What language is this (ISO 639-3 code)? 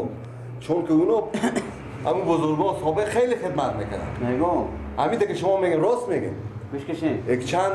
fas